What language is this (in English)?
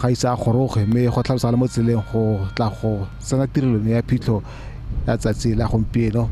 Tswana